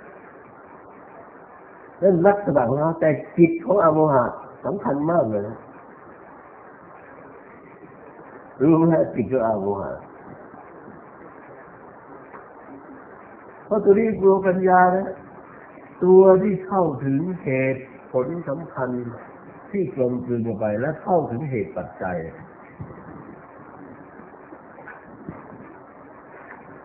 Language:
Thai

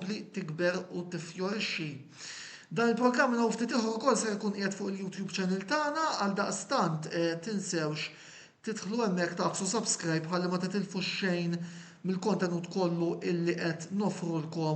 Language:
Maltese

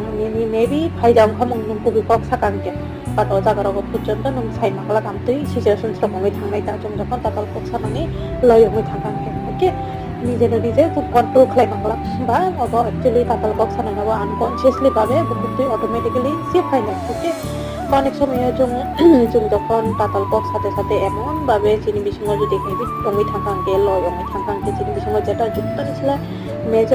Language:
Kok Borok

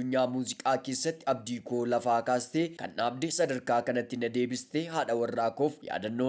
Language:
Oromo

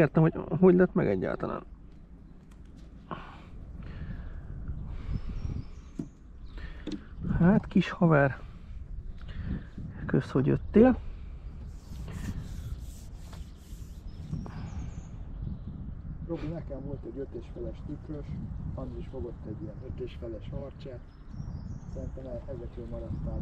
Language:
Hungarian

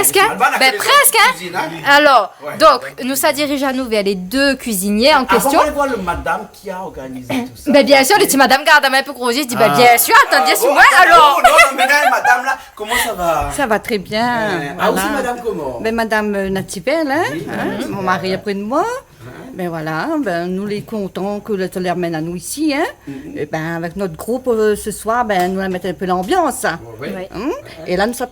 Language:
Réunion Creole French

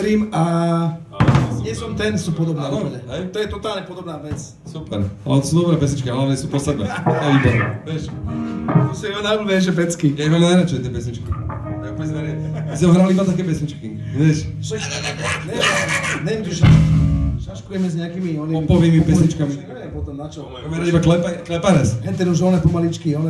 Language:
Slovak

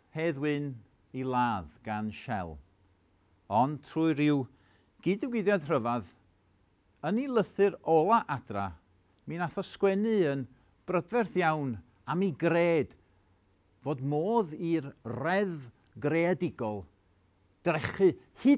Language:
Welsh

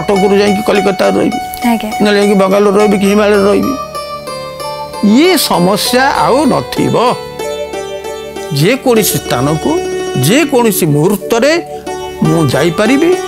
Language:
Odia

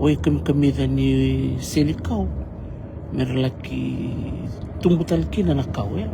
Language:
Fijian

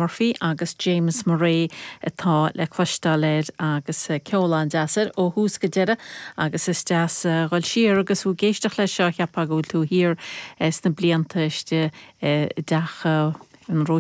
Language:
Irish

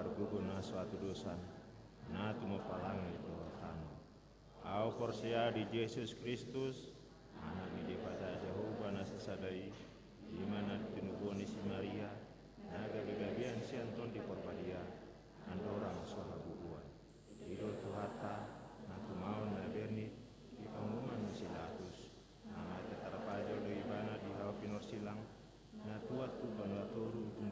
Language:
Batak Toba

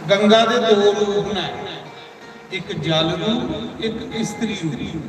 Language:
Dogri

